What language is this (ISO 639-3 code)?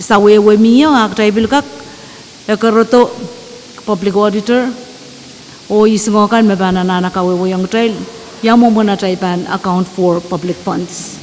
pon